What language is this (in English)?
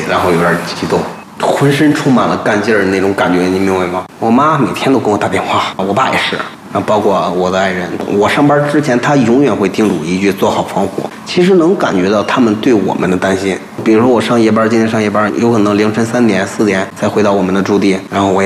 Chinese